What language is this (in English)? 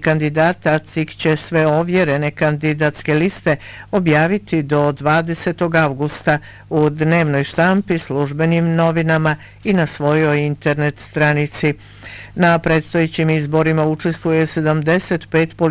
Bosnian